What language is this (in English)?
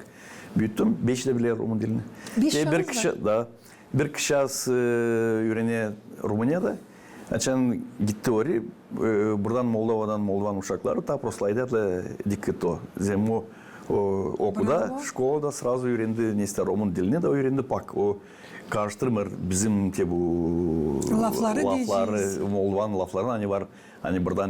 Gagauz